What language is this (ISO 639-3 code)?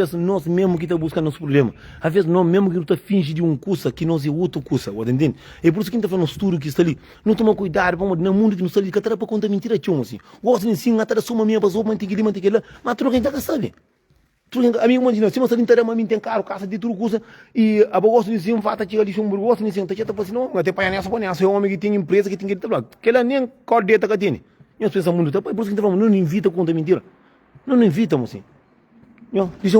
kea